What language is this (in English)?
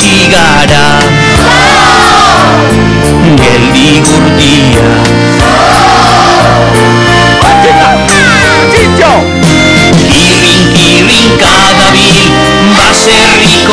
Basque